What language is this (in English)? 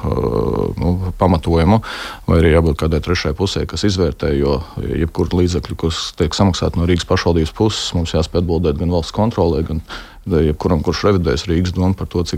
Latvian